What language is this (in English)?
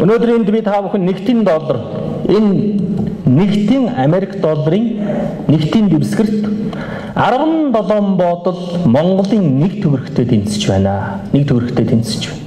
Mongolian